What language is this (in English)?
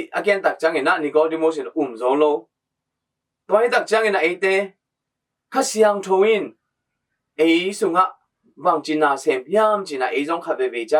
Tedim Chin